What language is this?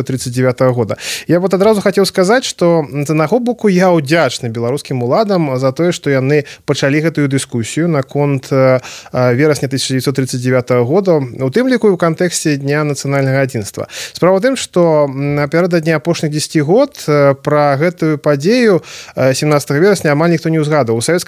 Belarusian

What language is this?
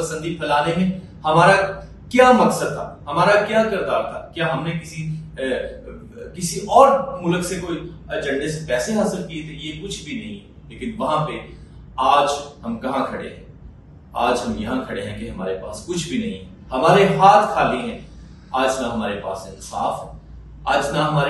Urdu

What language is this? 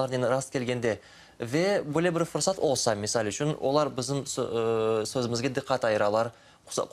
Crimean Tatar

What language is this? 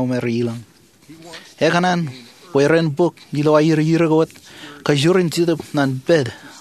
Marshallese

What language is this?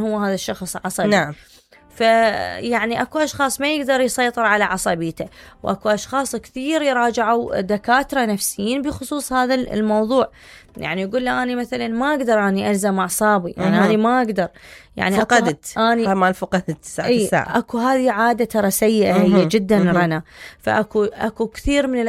Mesopotamian Arabic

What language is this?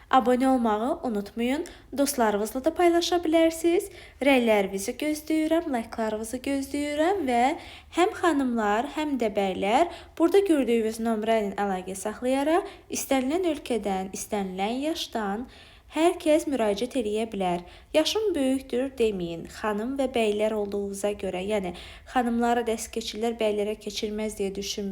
Azerbaijani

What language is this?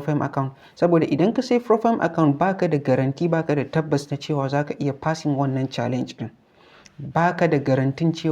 Hausa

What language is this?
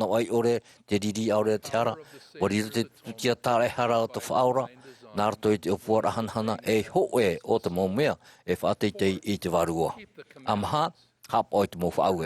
Tahitian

